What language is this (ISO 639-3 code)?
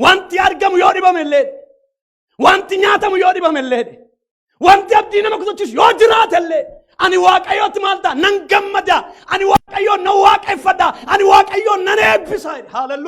orm